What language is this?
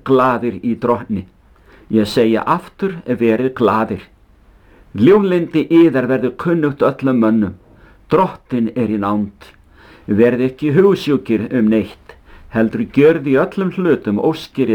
Icelandic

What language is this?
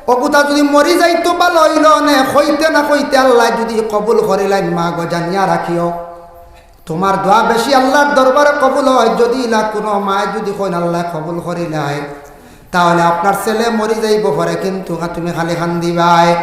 Sylheti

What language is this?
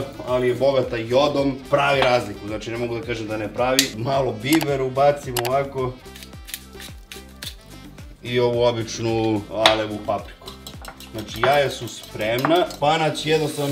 Serbian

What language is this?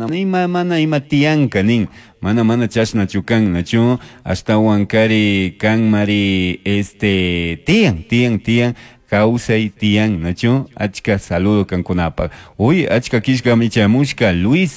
Chimborazo Highland Quichua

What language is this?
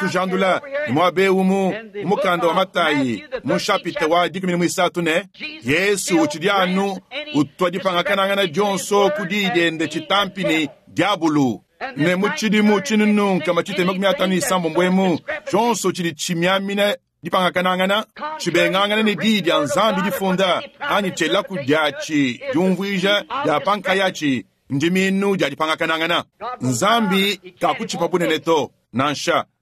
Luba-Lulua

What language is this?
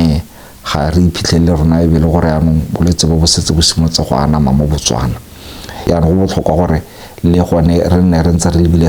Tswana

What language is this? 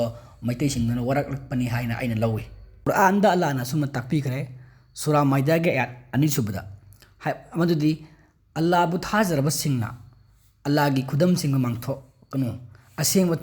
Manipuri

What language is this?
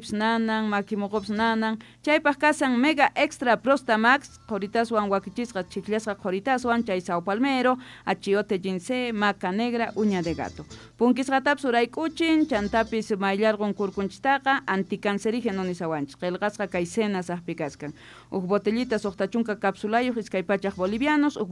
South Bolivian Quechua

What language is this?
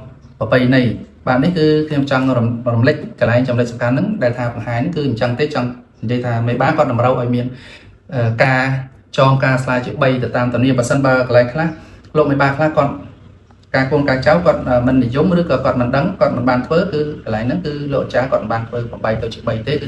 Khmer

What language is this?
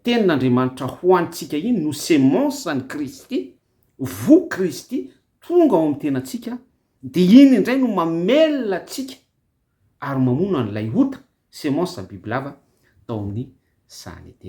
Malagasy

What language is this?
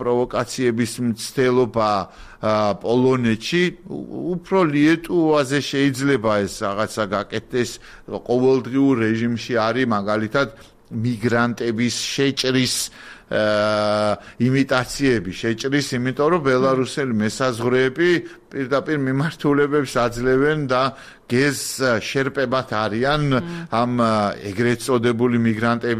Georgian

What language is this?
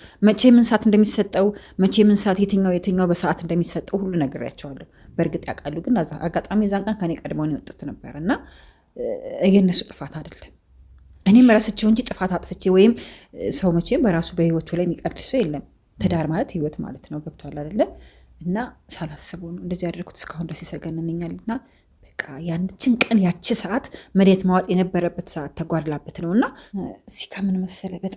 Amharic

